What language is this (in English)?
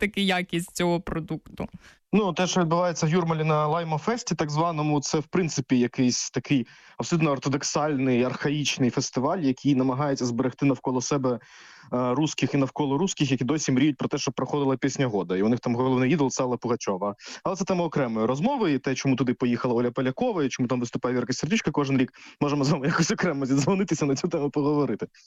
Ukrainian